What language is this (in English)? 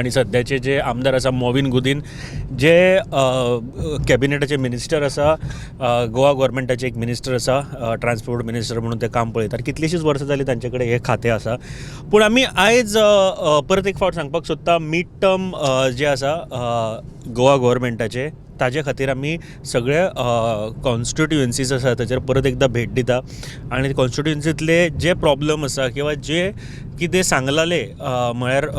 Konkani